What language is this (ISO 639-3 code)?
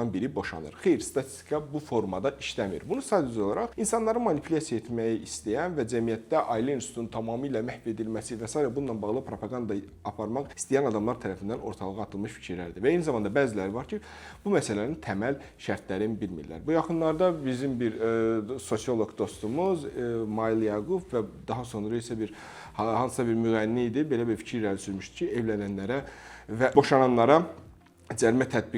aze